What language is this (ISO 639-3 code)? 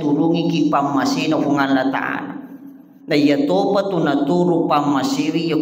bug